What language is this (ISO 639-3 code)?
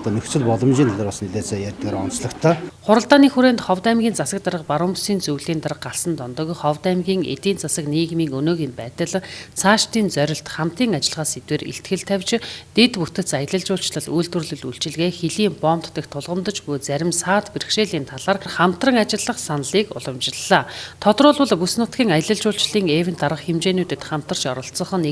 mon